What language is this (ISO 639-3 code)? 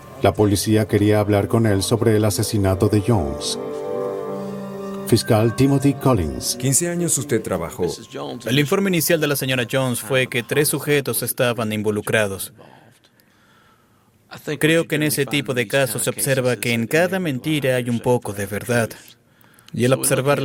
spa